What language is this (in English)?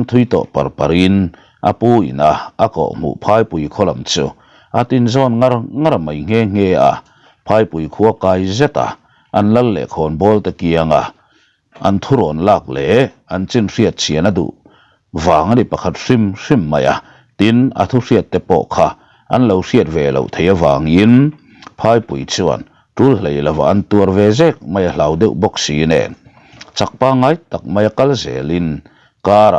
Mizo